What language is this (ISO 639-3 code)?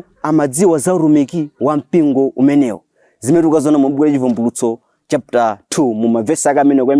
nya